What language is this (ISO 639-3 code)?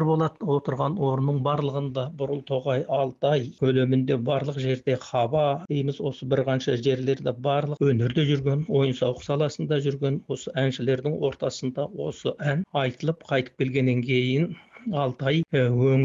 kaz